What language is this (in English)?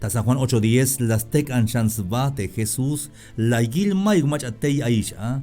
Tzeltal